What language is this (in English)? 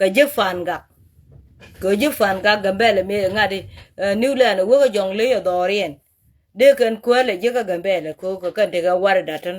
Nuer